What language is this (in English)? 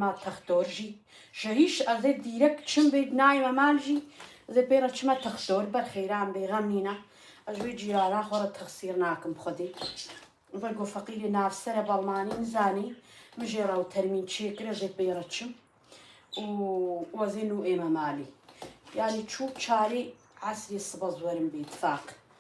Kurdish